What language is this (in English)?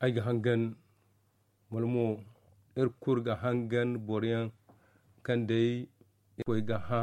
Zarma